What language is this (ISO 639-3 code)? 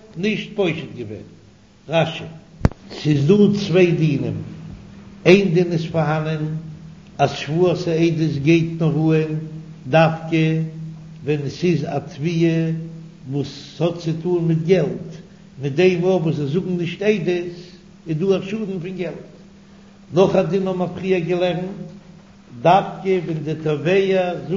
yid